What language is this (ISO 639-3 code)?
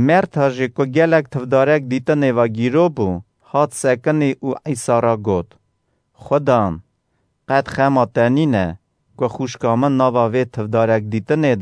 kur